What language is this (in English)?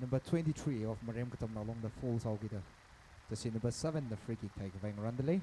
Tangkhul Naga (India)